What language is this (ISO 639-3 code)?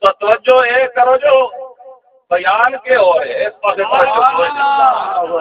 skr